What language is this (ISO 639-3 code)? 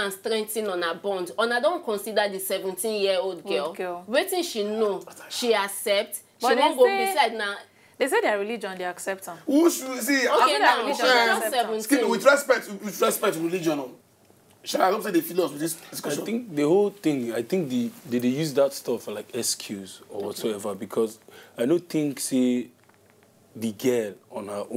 pcm